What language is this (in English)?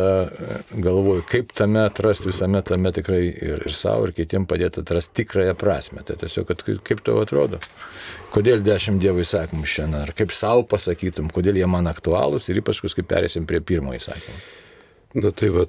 Lithuanian